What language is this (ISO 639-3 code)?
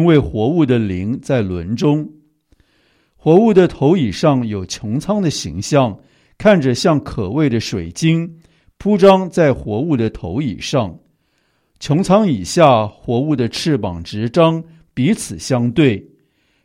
zho